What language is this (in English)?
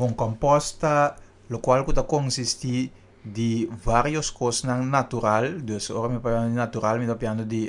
Papiamento